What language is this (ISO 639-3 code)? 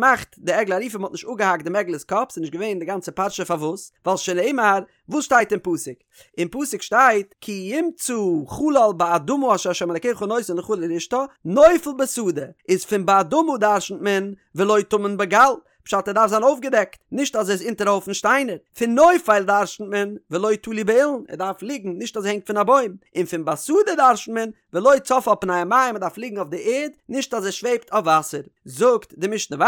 yid